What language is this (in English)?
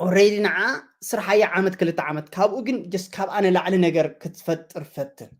Tigrinya